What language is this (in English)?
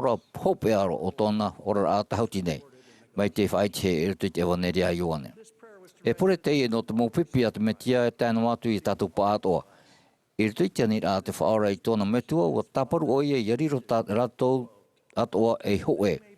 Tahitian